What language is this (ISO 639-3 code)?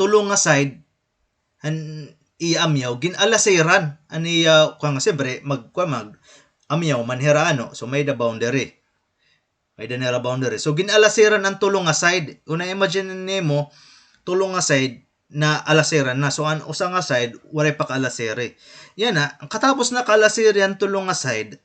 war